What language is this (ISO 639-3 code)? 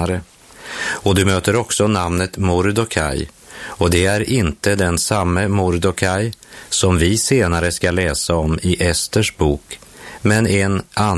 swe